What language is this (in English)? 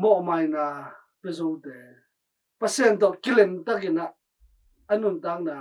Tedim Chin